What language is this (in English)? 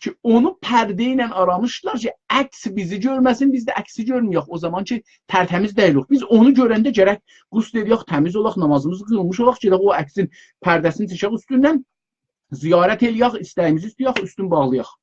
South Azerbaijani